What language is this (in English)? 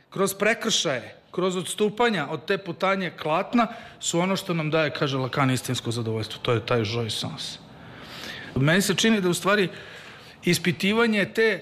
Serbian